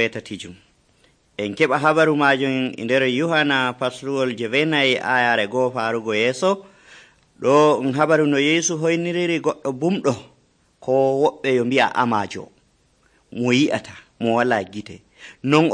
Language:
Nigerian Fulfulde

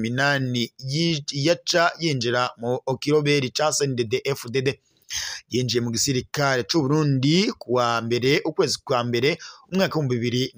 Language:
Rundi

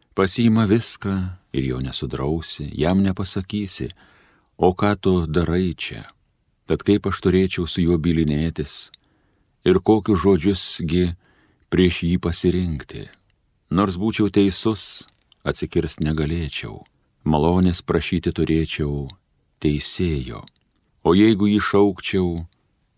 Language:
Lithuanian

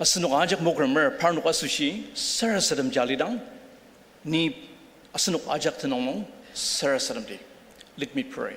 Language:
Ao Naga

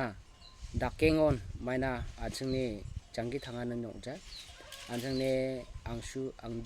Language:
Garo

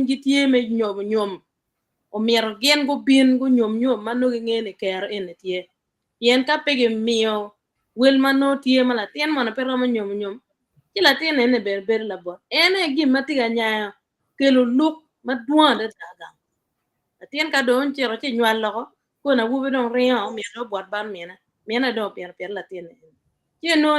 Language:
Acoli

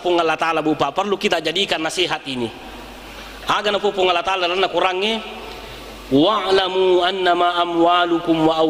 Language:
Buginese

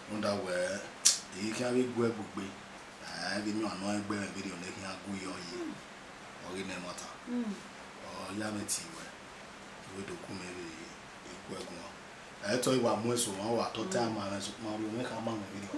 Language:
Bini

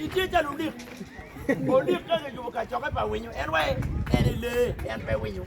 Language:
Acoli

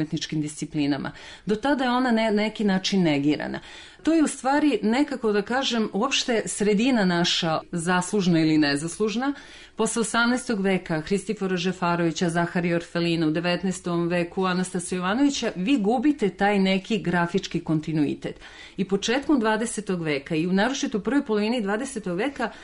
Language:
Serbian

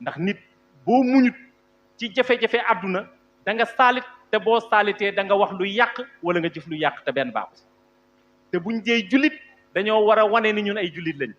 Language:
Wolof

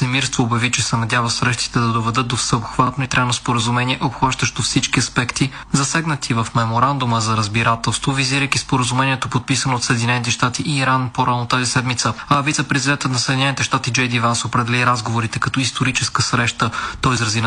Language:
Bulgarian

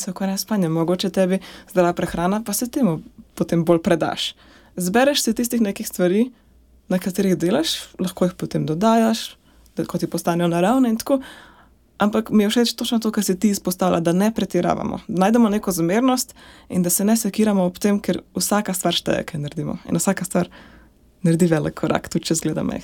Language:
Slovenian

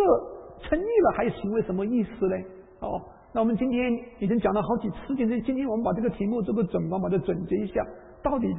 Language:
Chinese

